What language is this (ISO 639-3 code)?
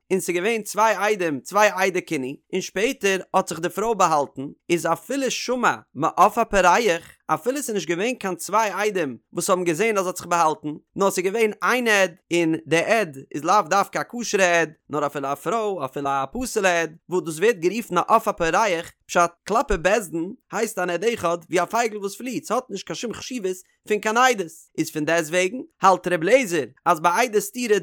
yid